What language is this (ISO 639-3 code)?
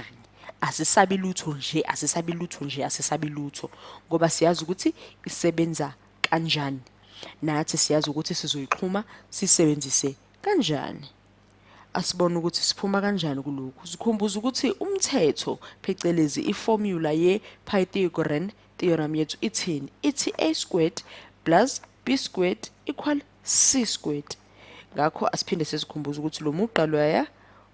zul